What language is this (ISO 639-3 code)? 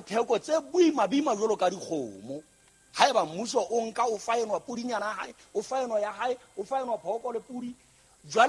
sot